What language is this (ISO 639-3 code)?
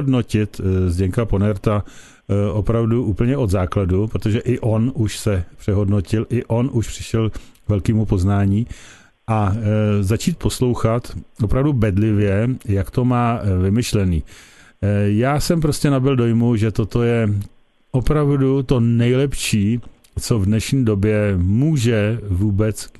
ces